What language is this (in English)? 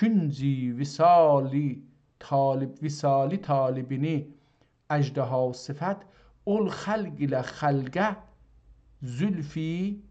South Azerbaijani